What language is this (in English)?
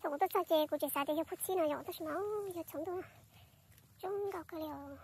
Hmong